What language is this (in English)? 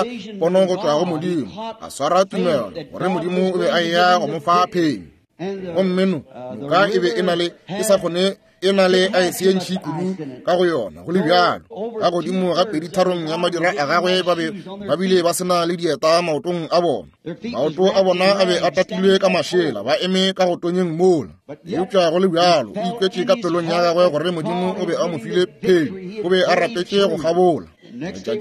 Northern Sotho